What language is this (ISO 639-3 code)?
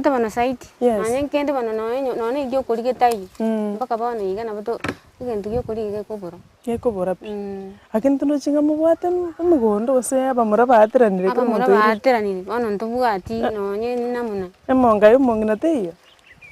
guz